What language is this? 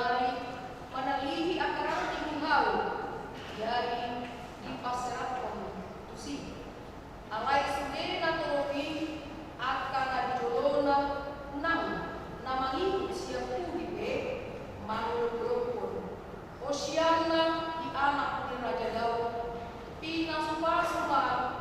Batak Toba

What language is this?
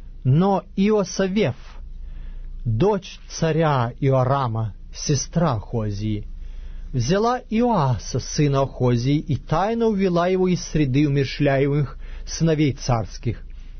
Russian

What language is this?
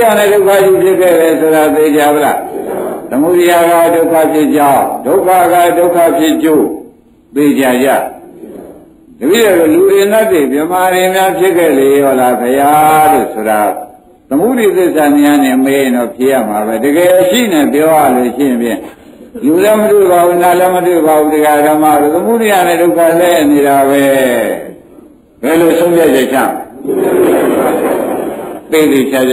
Burmese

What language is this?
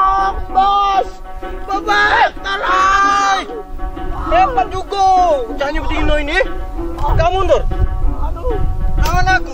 Musi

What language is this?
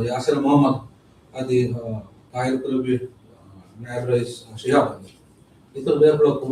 Divehi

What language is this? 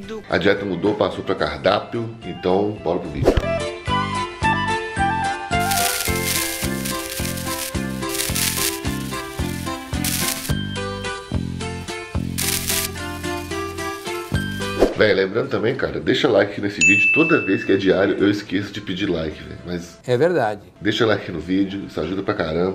Portuguese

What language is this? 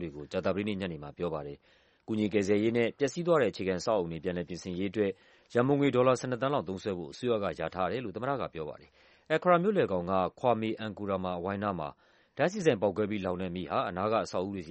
Burmese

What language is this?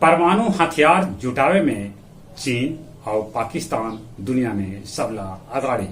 Magahi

